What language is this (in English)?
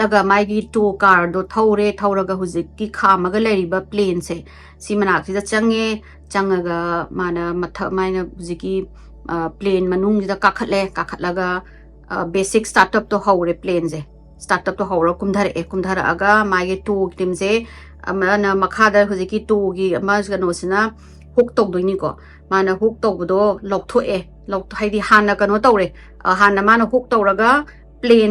Manipuri